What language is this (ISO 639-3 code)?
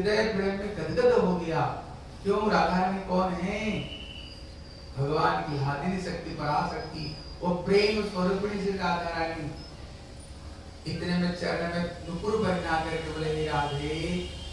hin